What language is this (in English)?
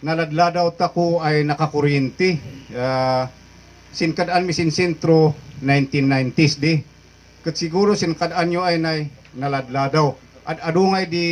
Kankanaey